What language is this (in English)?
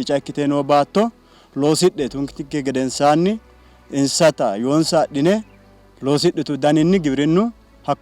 Sidamo